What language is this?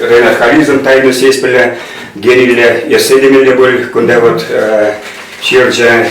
Chuvash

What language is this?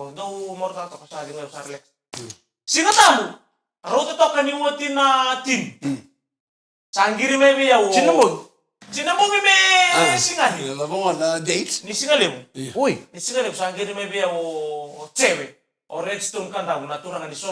Fijian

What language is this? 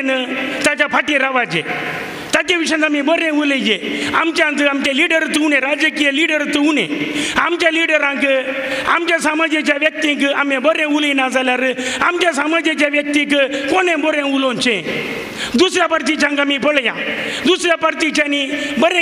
Konkani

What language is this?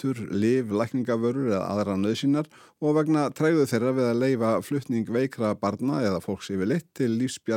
Icelandic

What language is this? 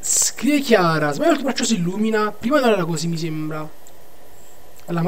Italian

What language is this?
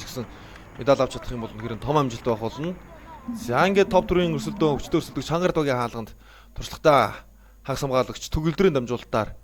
Mongolian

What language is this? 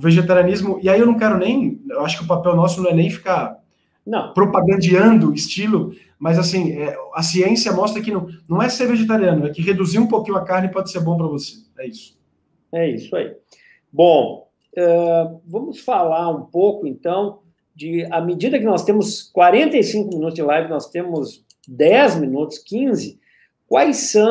Portuguese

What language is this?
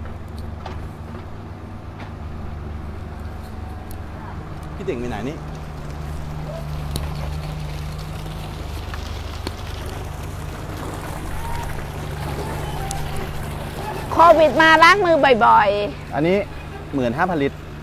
Thai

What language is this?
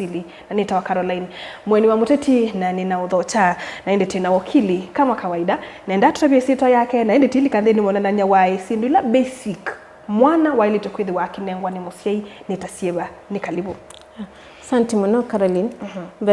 Kamba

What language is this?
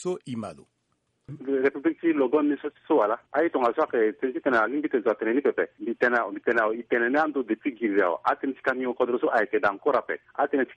Sango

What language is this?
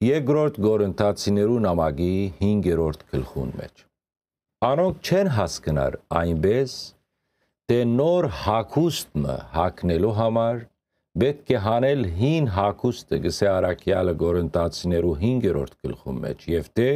Western Armenian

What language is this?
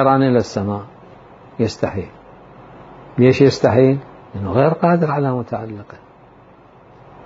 Arabic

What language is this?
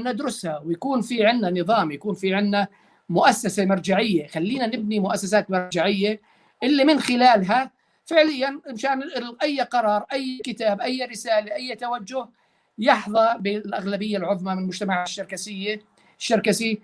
North Levantine Arabic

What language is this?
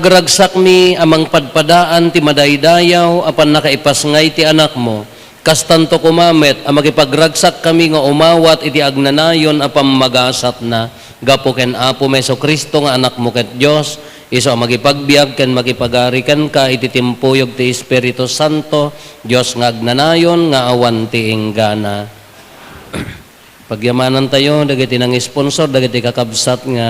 Iloko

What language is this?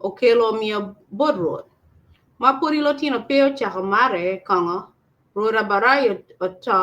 Acoli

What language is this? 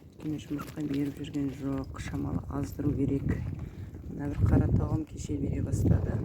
Kazakh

